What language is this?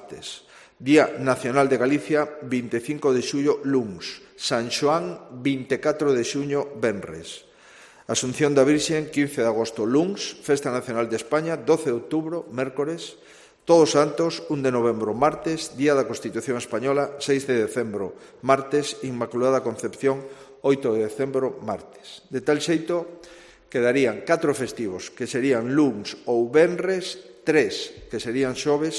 Galician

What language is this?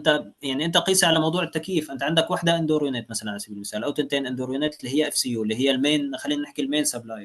Egyptian Arabic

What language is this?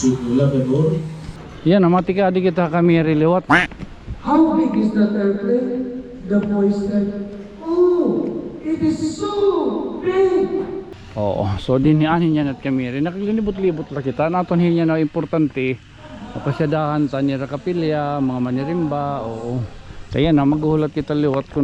Waray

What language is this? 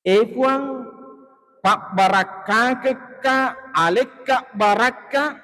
Buginese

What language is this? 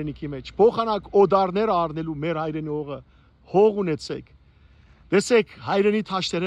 Western Armenian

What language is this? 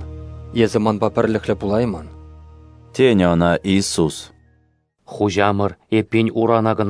Chuvash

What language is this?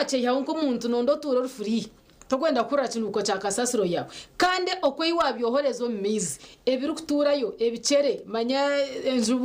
Nyankole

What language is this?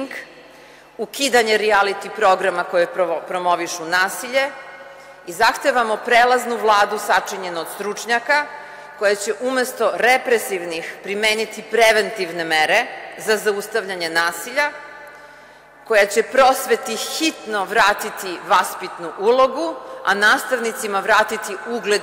Serbian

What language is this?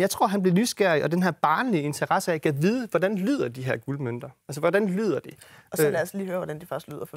Danish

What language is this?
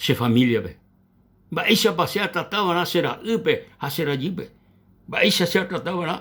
Guarani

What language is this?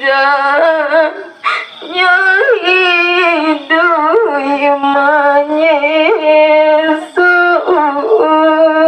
Minangkabau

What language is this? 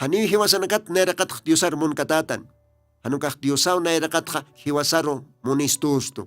Aymara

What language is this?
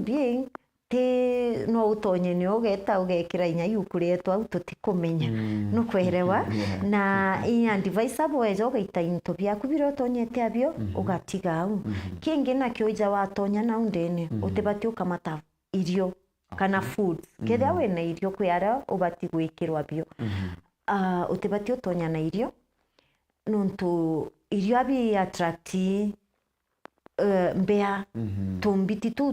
Meru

